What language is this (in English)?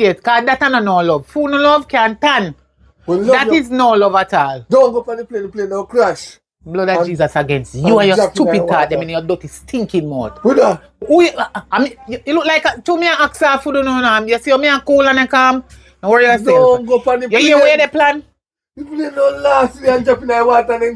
Jamaican Creole English